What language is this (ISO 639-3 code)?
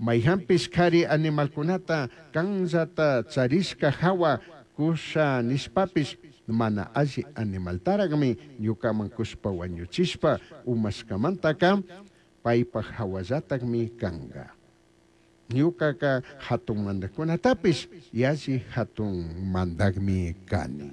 qug